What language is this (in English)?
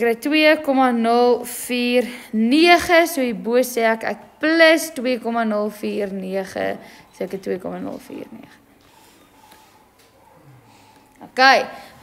Afrikaans